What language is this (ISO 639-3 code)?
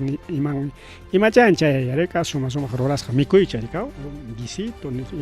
quy